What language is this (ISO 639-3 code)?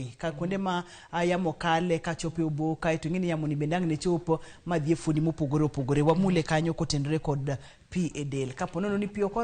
luo